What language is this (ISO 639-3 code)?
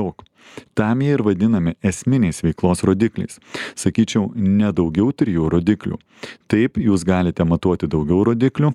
lit